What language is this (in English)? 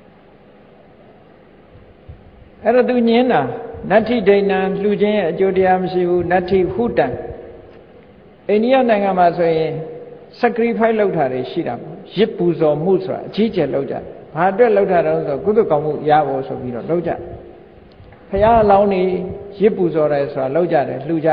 Burmese